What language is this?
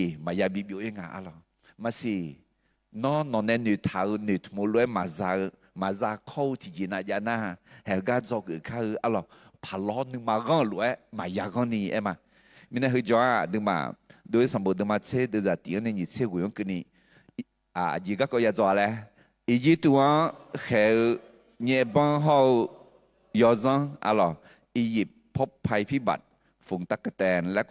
Akha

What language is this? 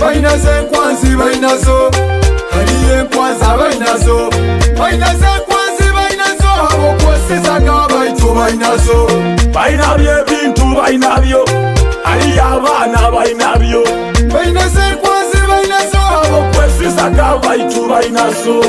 Nyoro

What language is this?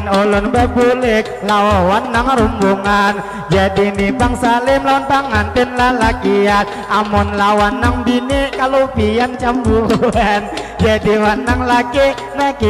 Banjar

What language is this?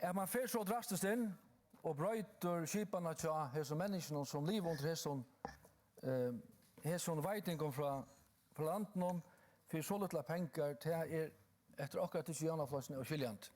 Faroese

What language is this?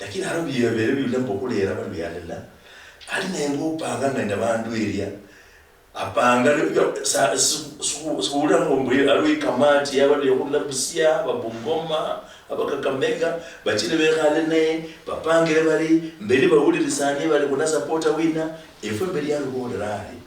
Luyia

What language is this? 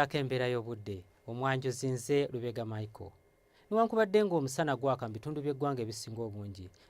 Ganda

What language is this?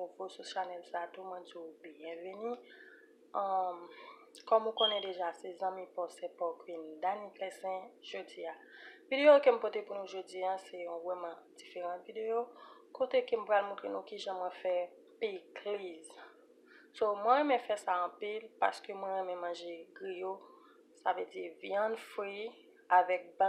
Haitian Creole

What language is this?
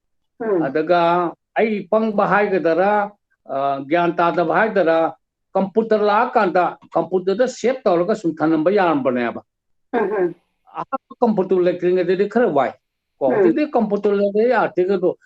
Manipuri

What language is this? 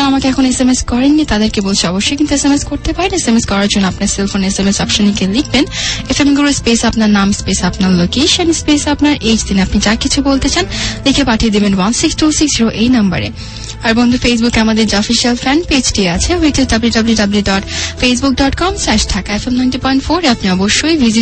Bangla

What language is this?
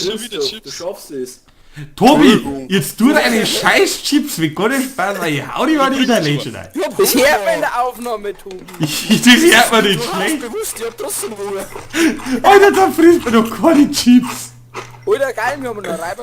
Bavarian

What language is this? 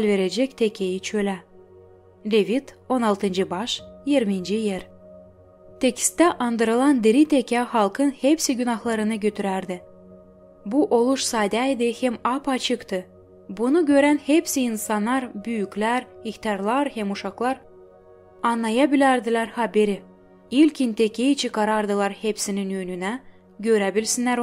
Gagauz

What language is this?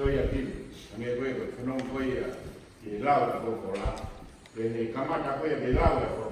Tongan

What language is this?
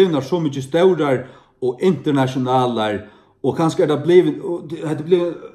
Faroese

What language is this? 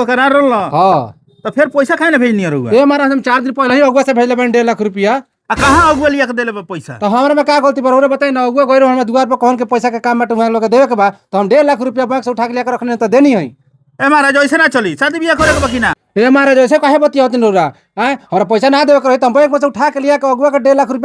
Bhojpuri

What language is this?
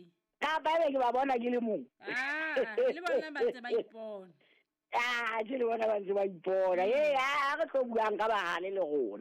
Southern Sotho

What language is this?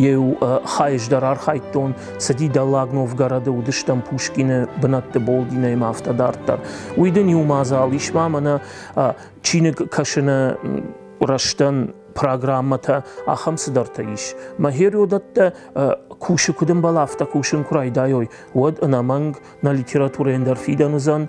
Ossetic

